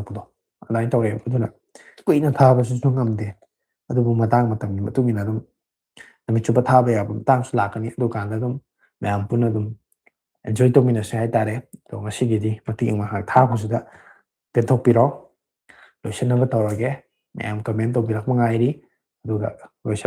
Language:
Manipuri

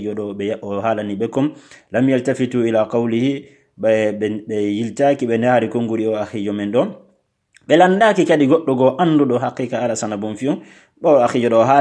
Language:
Fula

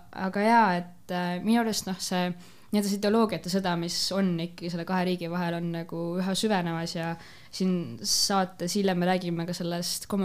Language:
Estonian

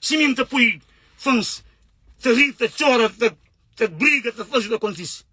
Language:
Kabuverdianu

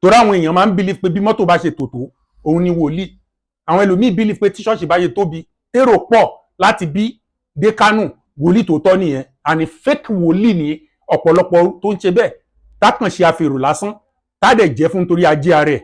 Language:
Yoruba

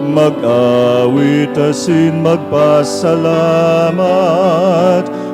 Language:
Bikol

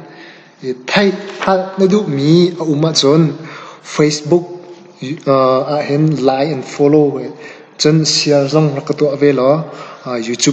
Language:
Hakha Chin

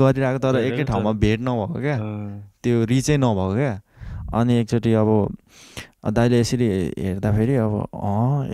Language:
Nepali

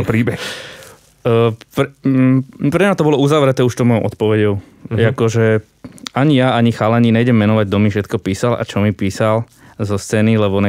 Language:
Slovak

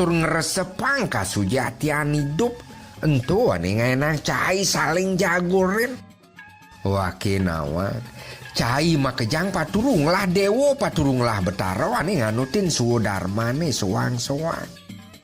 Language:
Balinese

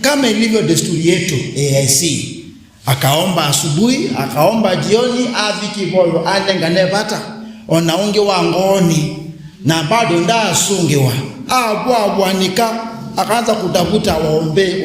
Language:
Kamba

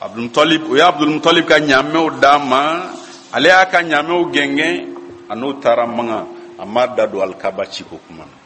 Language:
Bambara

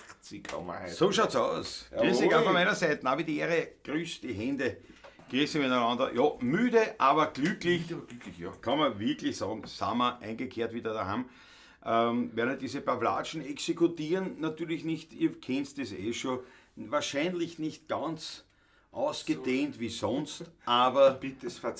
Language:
Bavarian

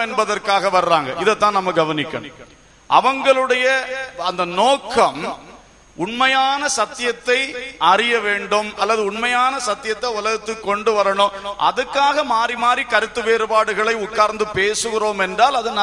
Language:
Tamil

